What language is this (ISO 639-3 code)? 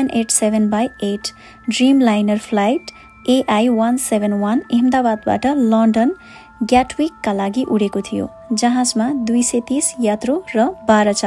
nep